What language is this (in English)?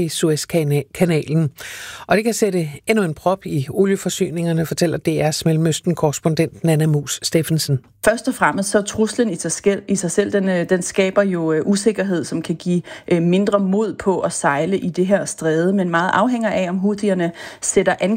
Danish